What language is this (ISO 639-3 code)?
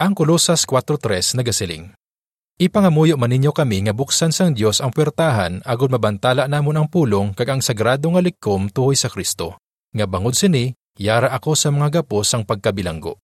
hil